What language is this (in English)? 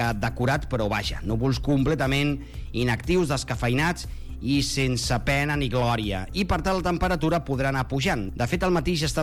Catalan